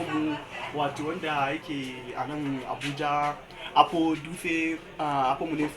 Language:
Hausa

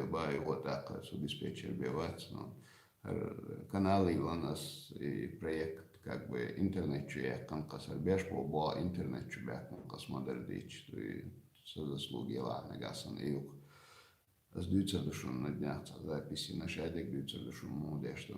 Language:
Chechen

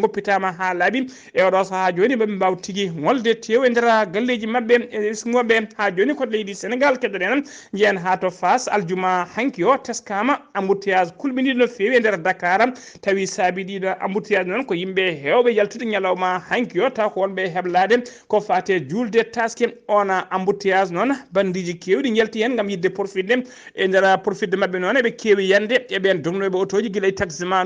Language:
Fula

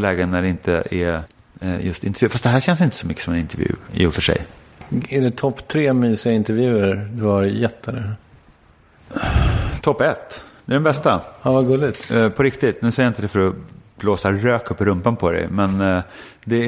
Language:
Swedish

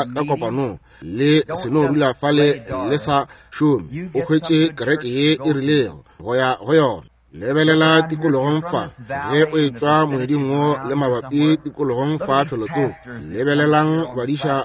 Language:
Northern Sotho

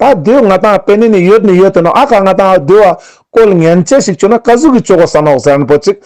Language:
Ladakhi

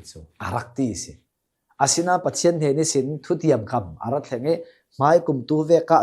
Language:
Hakha Chin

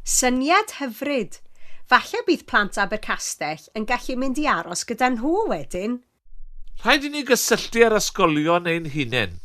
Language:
Welsh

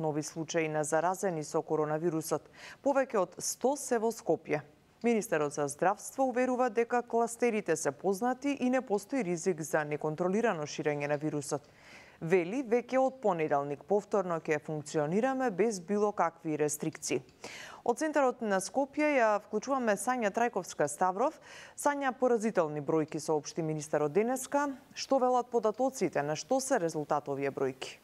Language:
Macedonian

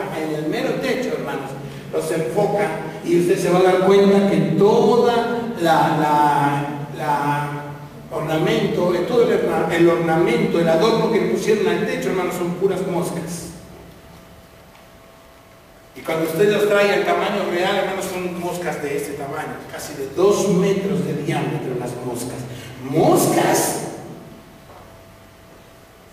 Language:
Spanish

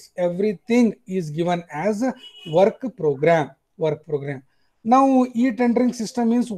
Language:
Kannada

